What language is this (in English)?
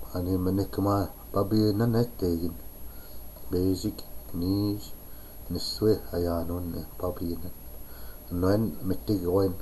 Chippewa